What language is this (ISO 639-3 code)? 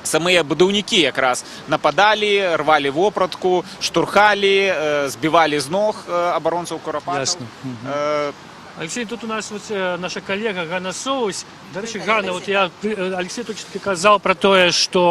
bel